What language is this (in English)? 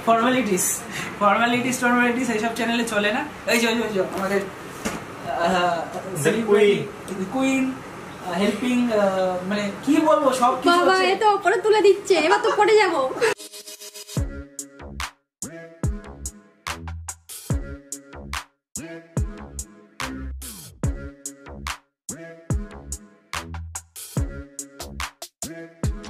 Bangla